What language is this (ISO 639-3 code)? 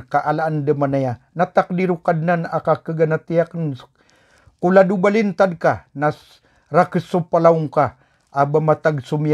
mrw